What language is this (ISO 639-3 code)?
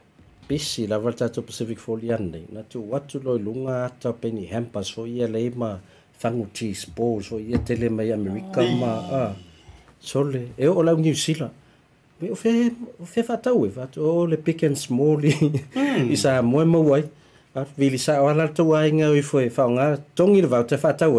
smo